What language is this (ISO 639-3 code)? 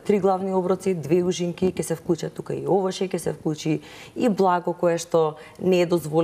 mkd